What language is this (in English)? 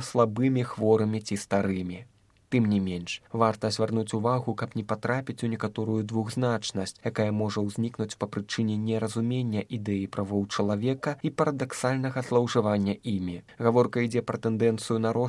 Belarusian